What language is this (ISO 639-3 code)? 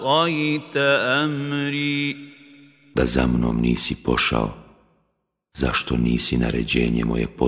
bos